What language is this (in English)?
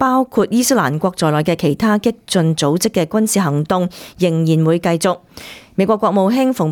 Cantonese